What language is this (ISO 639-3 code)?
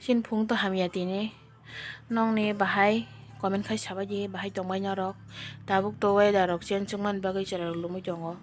trp